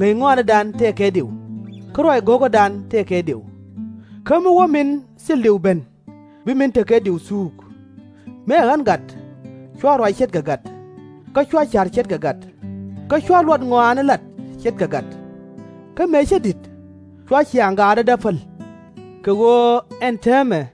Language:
Nuer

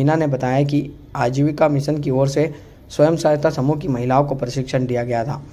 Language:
Hindi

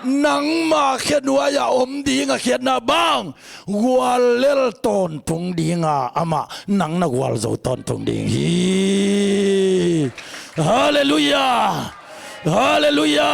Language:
Tedim Chin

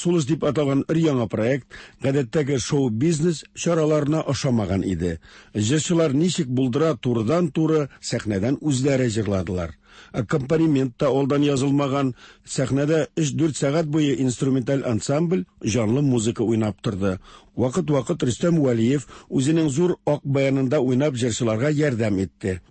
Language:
Tatar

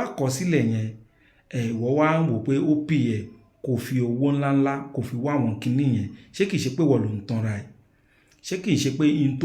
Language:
Yoruba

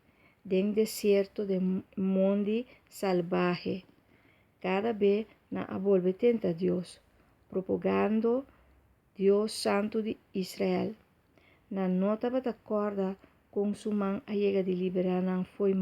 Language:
Papiamento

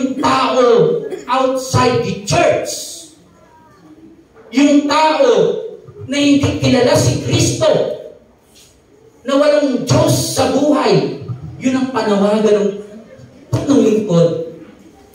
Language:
Filipino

